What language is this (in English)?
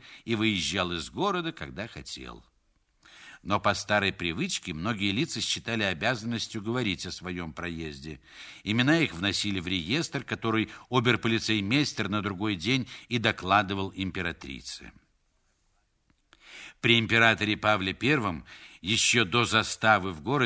Russian